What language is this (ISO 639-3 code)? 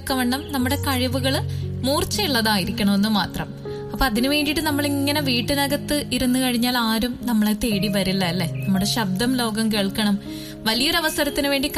mal